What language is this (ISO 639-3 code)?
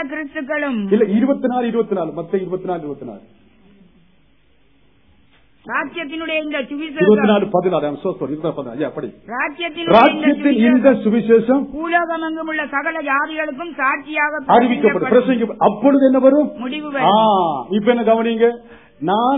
tam